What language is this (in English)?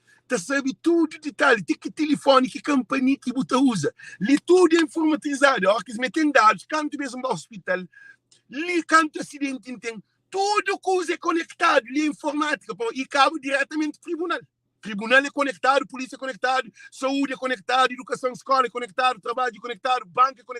Kabuverdianu